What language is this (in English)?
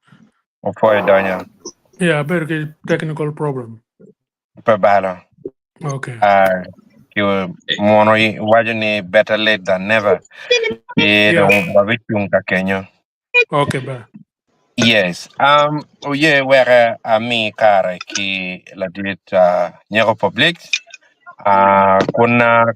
Acoli